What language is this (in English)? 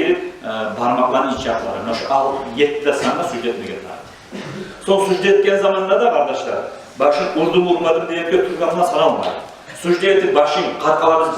Kumyk